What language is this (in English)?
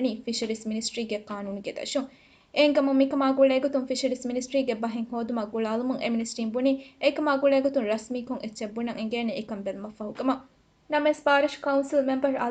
Divehi